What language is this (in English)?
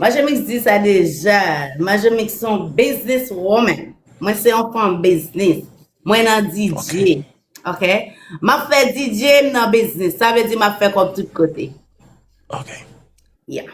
Haitian Creole